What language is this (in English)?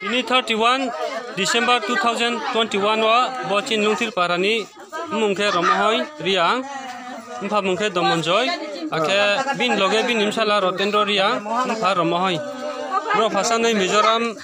Riang (India)